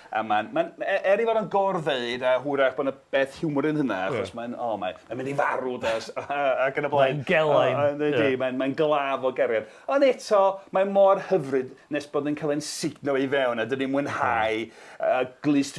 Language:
Welsh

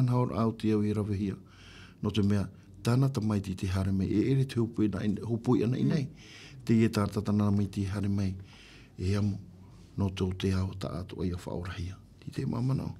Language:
Tahitian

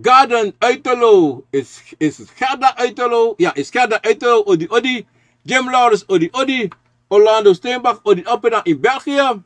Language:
Sranan Tongo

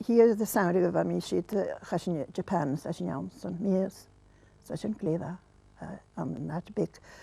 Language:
Scottish Gaelic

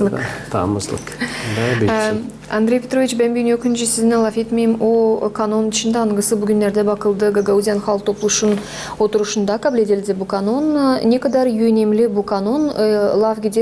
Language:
Gagauz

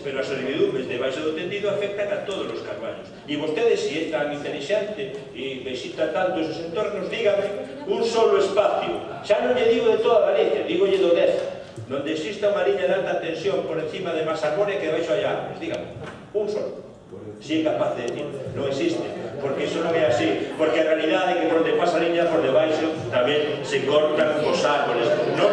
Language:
Galician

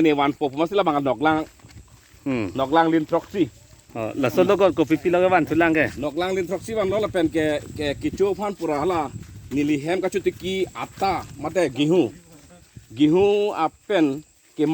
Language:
Karbi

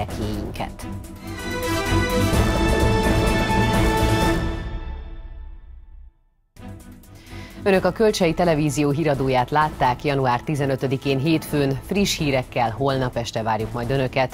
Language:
Hungarian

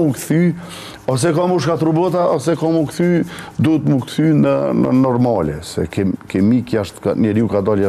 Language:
Albanian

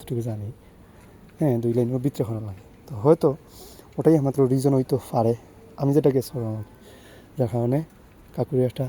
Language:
Sylheti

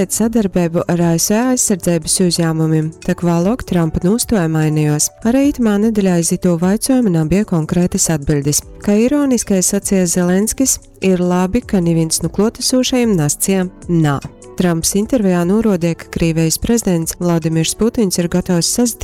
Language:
Latgalian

